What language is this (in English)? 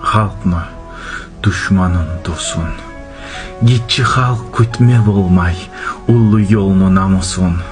Kumyk